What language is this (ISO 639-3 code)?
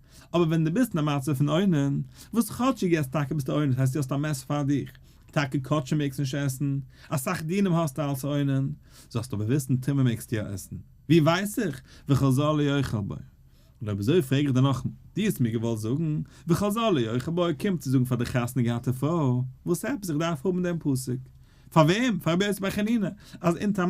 yid